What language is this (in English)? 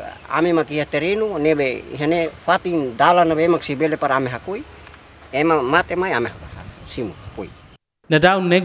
Tetum